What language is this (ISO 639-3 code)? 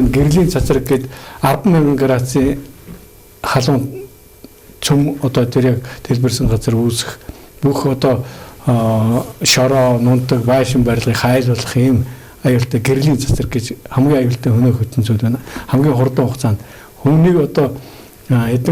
mon